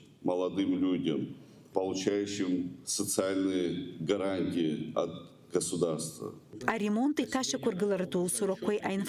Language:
Abkhazian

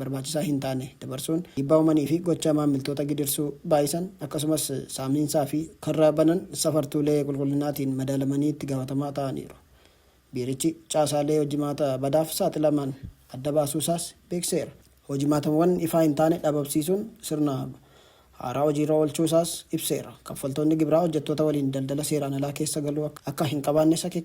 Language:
Oromo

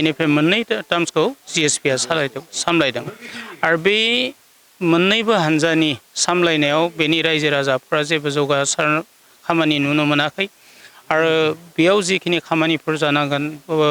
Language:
Bodo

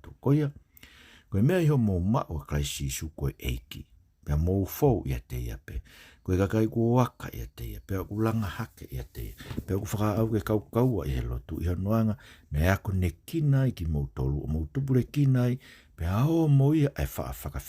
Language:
Tongan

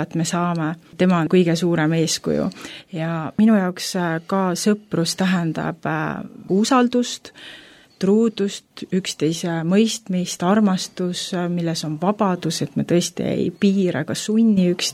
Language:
Estonian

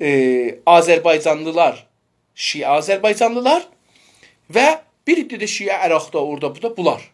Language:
South Azerbaijani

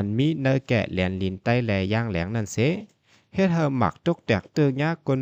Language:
Shan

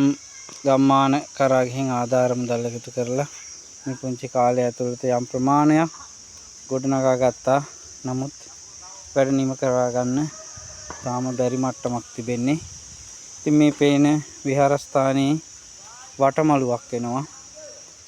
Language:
Sinhala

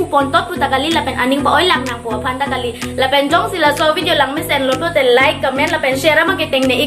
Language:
Karbi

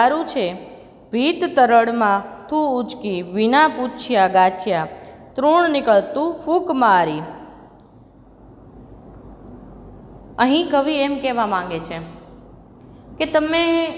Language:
Gujarati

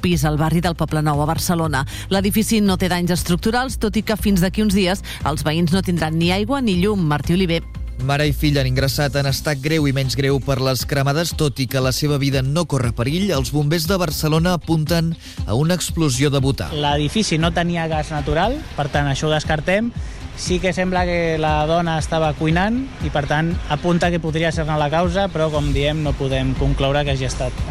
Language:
Catalan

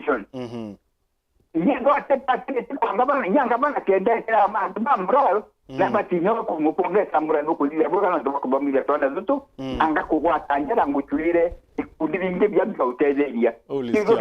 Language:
Meru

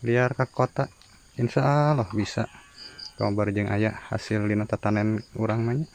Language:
Sundanese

